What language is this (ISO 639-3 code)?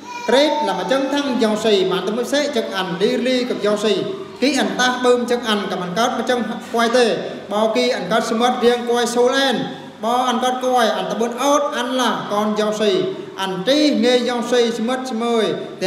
bru